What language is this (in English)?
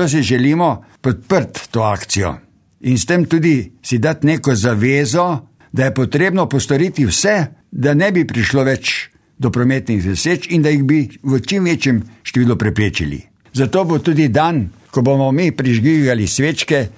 Slovenian